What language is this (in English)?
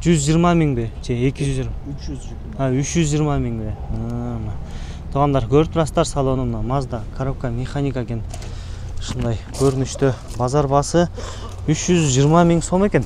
Kyrgyz